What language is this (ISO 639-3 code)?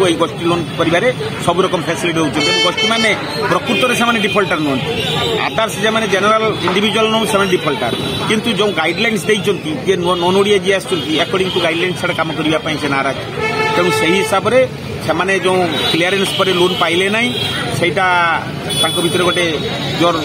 ori